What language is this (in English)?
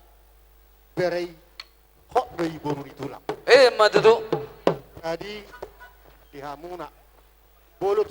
Batak Toba